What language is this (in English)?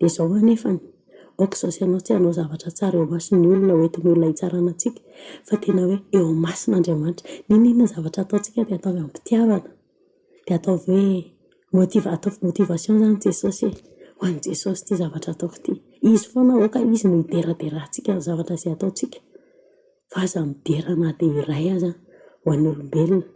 Malagasy